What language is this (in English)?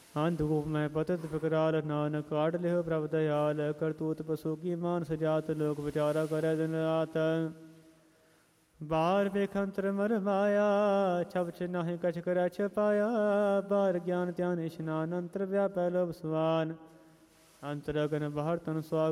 Punjabi